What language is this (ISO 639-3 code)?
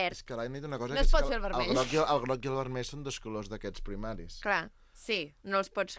cat